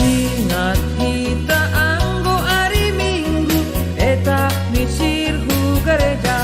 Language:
Batak Simalungun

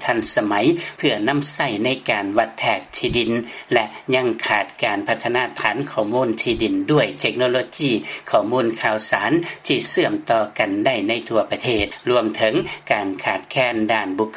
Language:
Lao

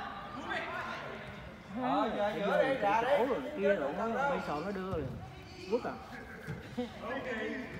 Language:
Vietnamese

